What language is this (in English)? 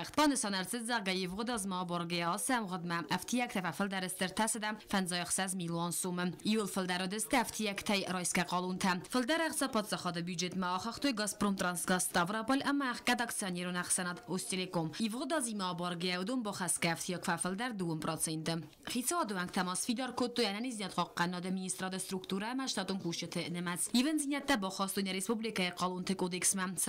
Ossetic